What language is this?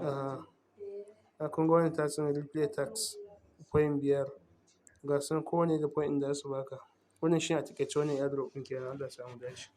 Hausa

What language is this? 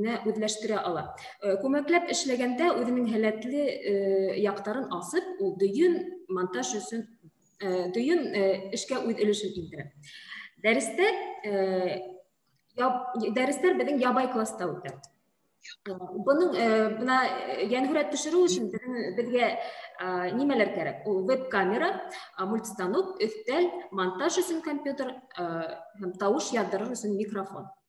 Bashkir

